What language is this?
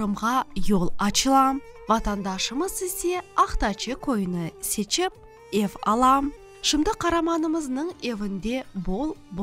Crimean Tatar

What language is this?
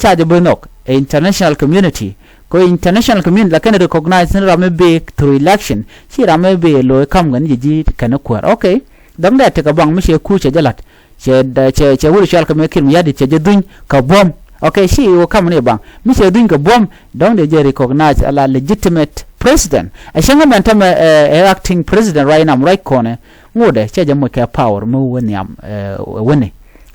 Nuer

